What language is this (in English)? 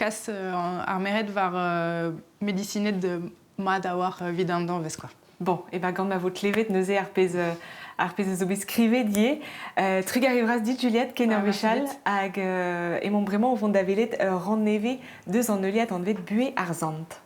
Breton